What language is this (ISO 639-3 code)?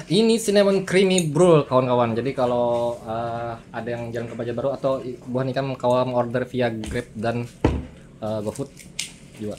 bjn